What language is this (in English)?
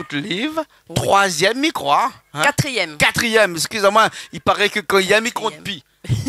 Réunion Creole French